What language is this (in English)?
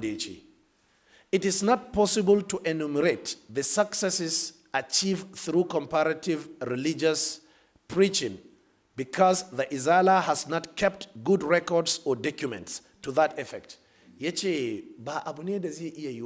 Hausa